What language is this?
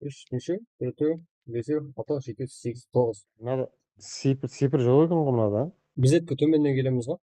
Kara-Kalpak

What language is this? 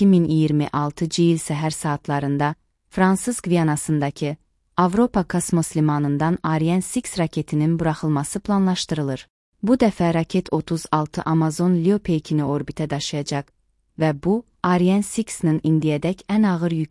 Azerbaijani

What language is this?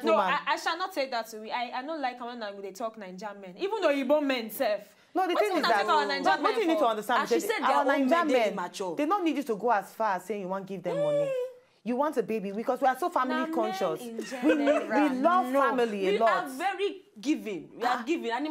Nigerian Pidgin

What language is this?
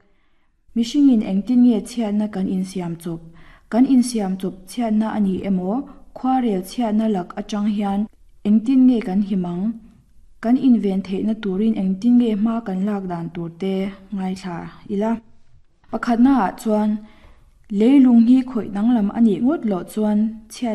Mizo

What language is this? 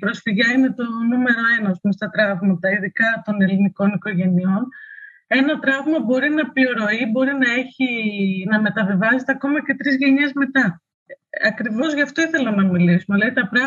Greek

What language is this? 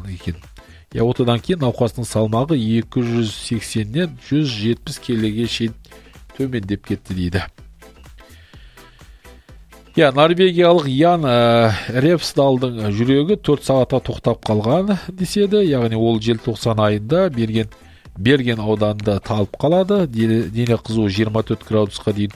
Kazakh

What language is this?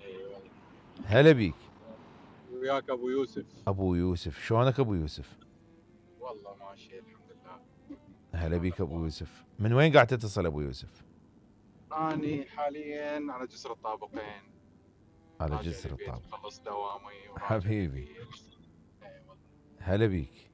Mesopotamian Arabic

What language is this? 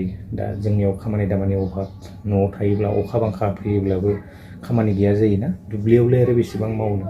Bodo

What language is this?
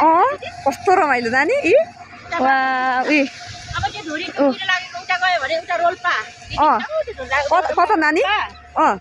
Nepali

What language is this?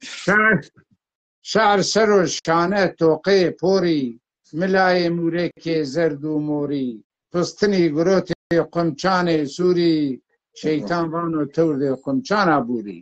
Zaza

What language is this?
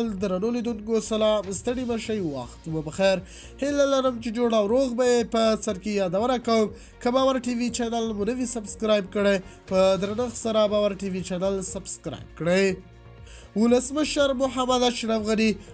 Pashto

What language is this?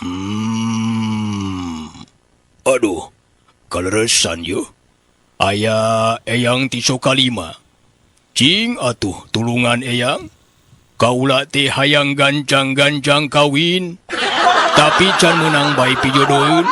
Sundanese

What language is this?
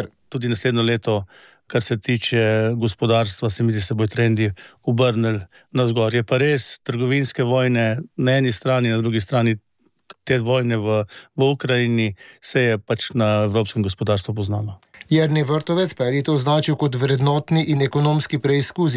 Slovenian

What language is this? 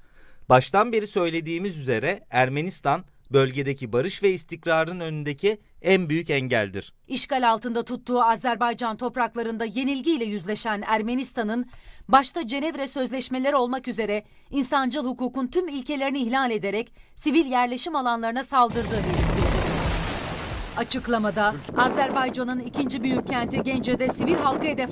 Turkish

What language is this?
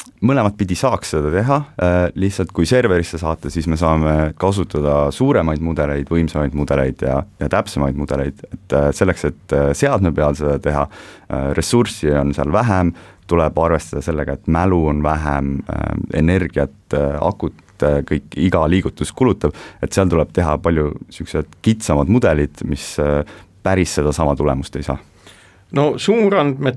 Estonian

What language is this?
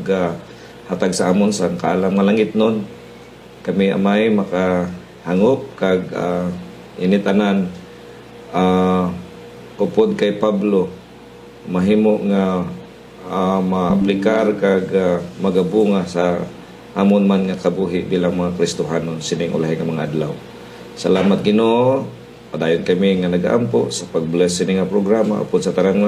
Hiligaynon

